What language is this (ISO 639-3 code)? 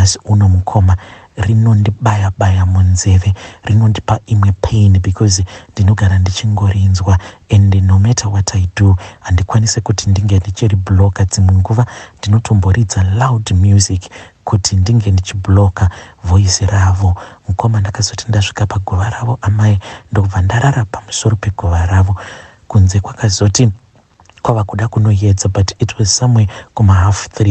sna